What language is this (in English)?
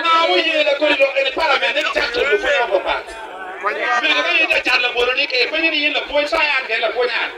Acoli